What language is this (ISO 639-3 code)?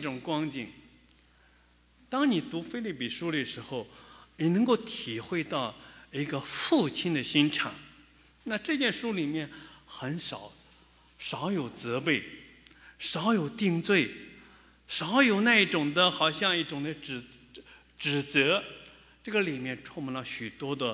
zho